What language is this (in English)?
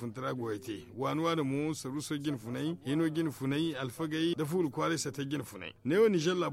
Zarma